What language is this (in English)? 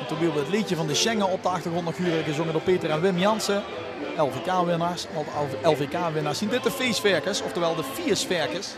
Limburgish